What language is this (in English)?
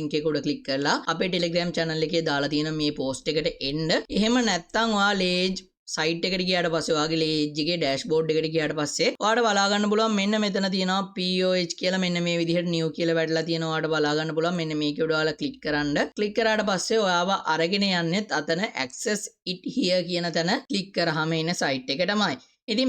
Sinhala